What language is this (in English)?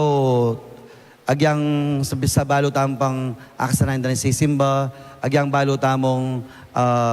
Pampanga